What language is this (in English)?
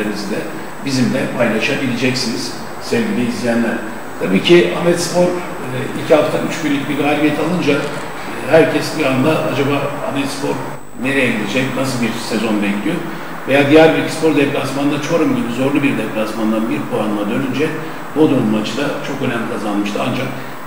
Turkish